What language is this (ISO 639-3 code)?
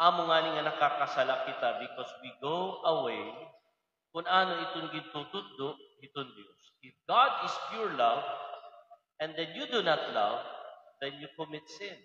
war